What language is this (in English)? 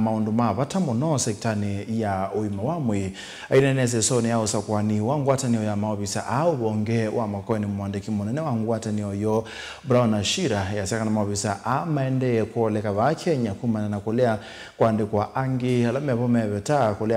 Kamba